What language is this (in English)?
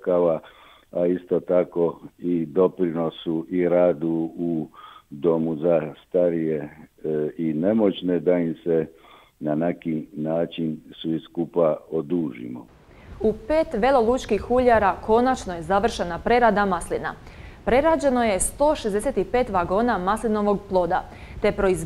Croatian